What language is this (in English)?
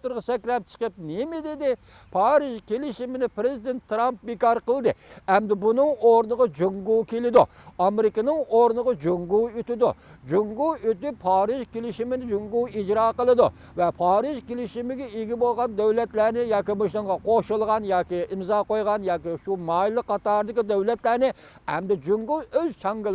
Uyghur